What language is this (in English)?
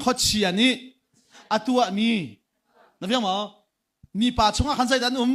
Hakha Chin